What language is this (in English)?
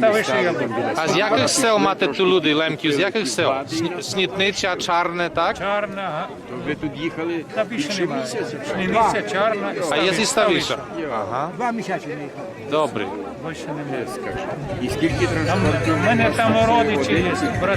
Rusyn